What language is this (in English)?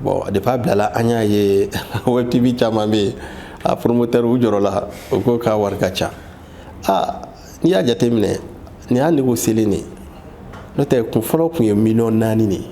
Bambara